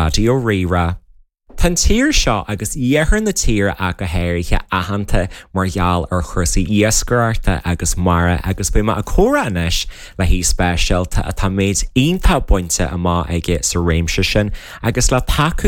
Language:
Irish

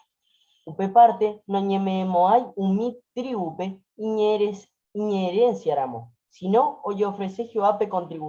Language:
Guarani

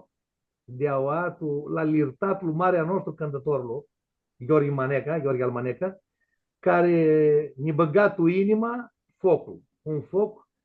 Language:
Aromanian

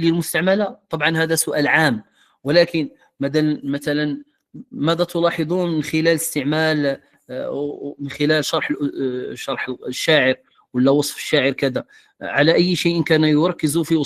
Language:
Moroccan Arabic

